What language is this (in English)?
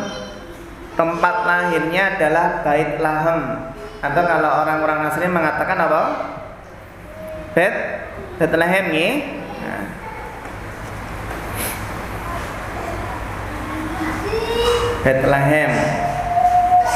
Indonesian